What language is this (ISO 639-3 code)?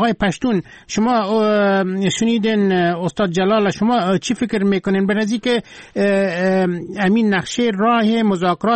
fas